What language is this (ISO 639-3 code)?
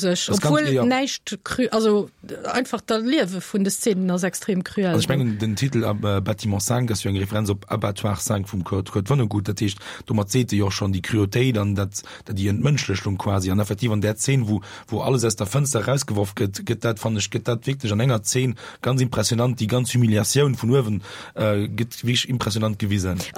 ltz